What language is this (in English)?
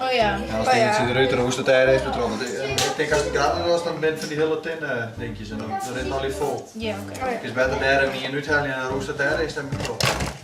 Western Frisian